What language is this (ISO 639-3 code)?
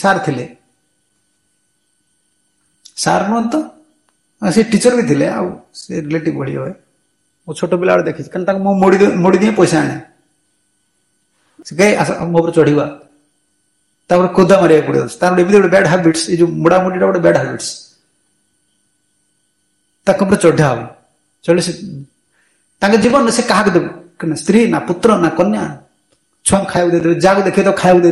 ori